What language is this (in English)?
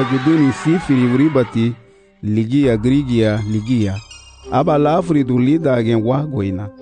Garifuna